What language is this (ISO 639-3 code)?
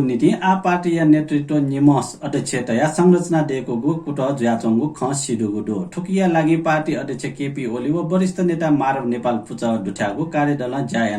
new